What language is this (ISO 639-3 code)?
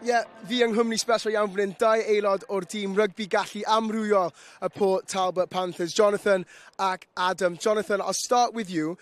cym